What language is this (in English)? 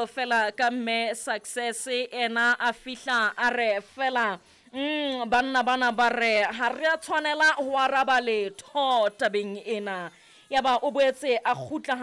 Southern Sotho